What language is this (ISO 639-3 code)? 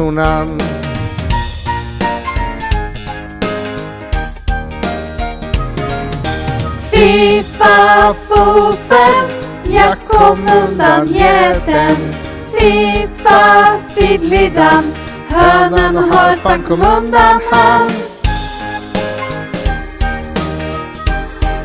swe